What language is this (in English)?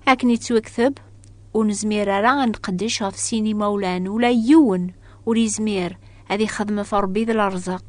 Kabyle